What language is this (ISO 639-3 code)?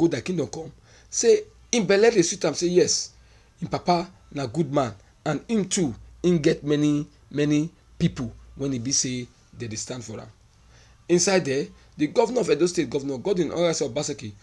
pcm